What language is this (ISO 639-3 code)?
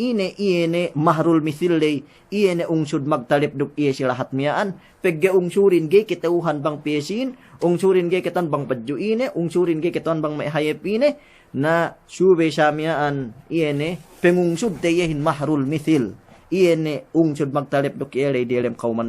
yka